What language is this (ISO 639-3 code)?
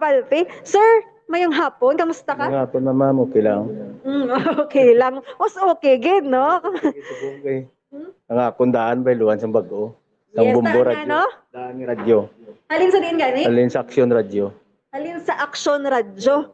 hil